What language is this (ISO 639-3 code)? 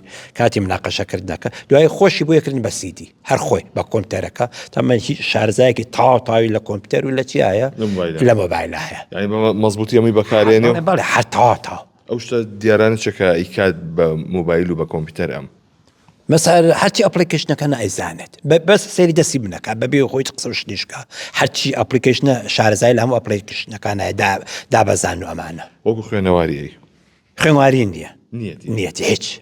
ckb